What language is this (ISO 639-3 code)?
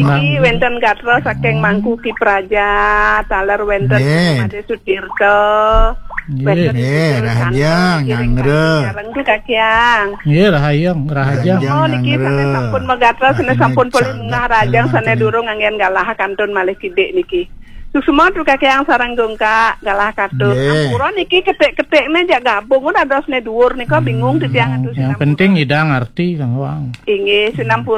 ban